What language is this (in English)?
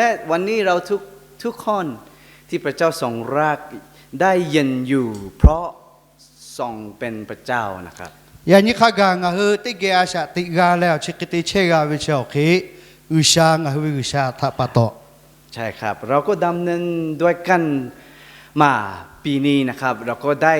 Lahu